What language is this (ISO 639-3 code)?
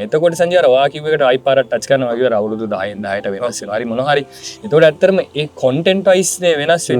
sin